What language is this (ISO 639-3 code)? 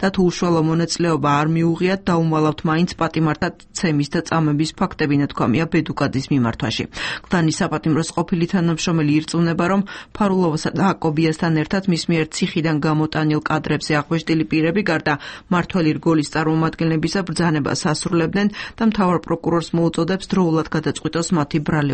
kat